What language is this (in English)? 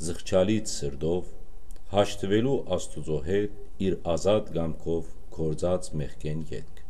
Western Armenian